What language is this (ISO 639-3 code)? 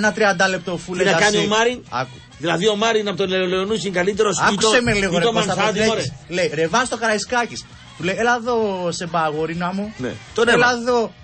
ell